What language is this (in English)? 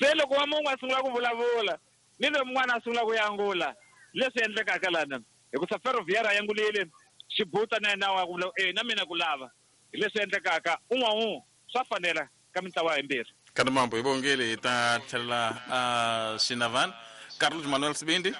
Tsonga